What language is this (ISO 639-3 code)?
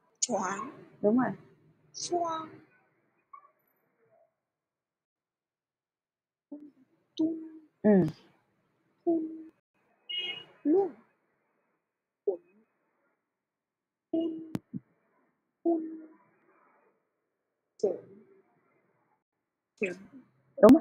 vie